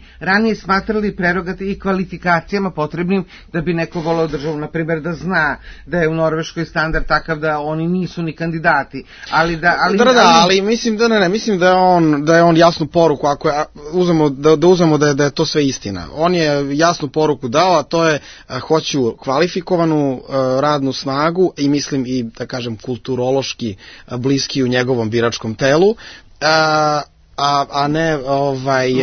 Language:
Serbian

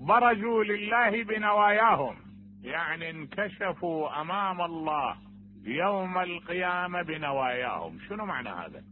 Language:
Mesopotamian Arabic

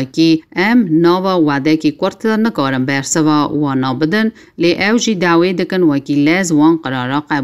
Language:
Kurdish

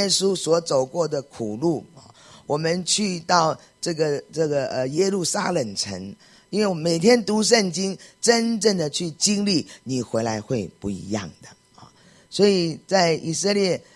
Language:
Chinese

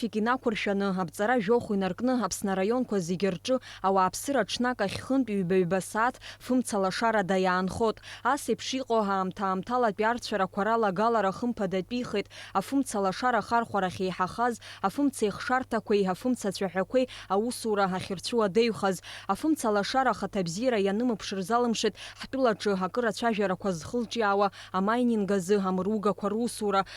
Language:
Abkhazian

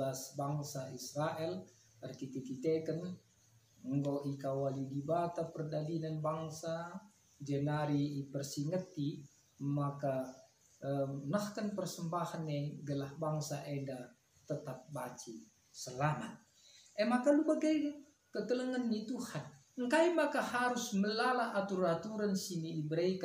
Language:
Batak Karo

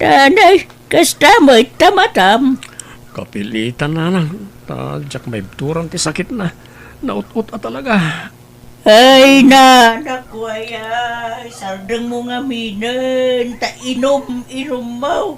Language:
Iloko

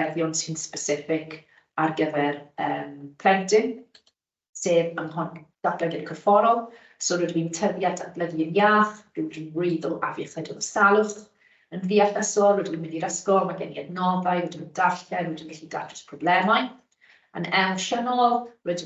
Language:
Welsh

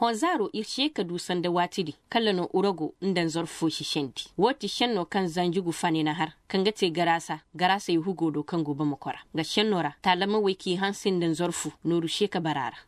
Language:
Koyraboro Senni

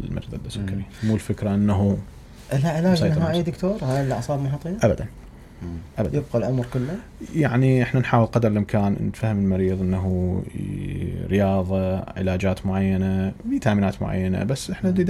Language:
Mesopotamian Arabic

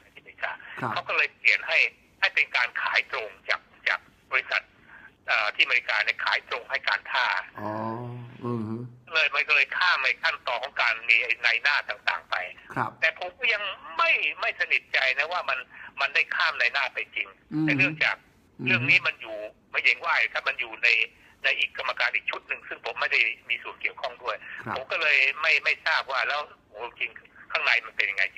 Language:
Thai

